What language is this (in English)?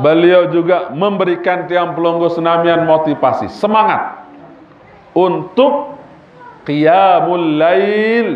Sasak